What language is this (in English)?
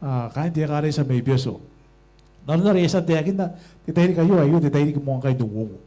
Gilbertese